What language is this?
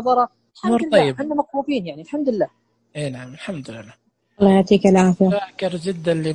Najdi Arabic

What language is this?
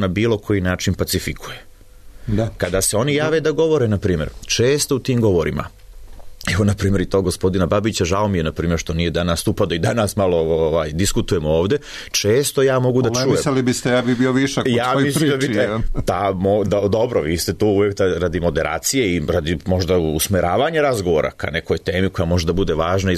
Serbian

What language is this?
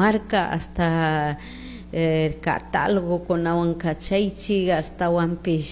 Chimborazo Highland Quichua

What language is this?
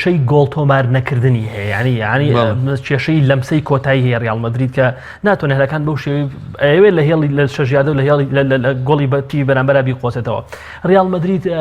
Central Kurdish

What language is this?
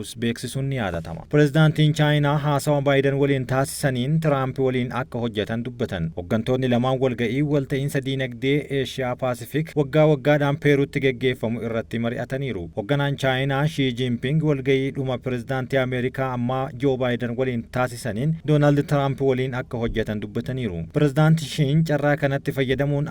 Oromo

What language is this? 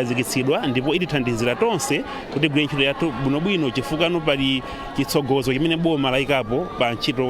Nyanja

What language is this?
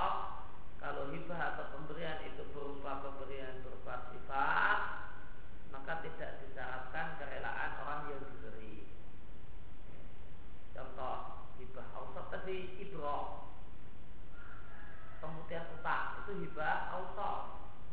Indonesian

